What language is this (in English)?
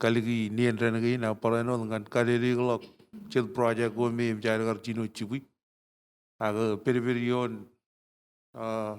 Marshallese